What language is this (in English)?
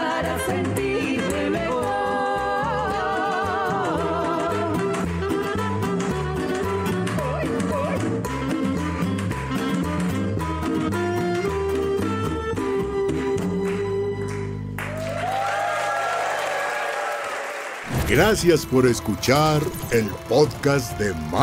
Spanish